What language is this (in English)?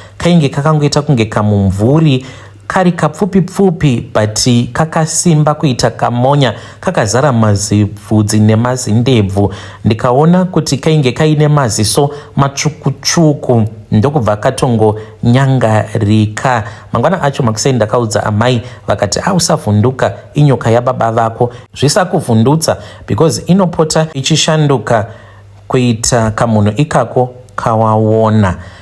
Shona